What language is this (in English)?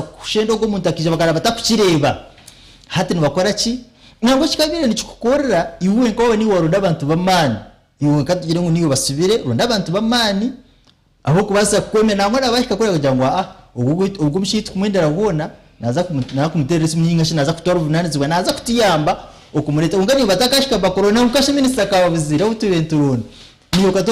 Nyankole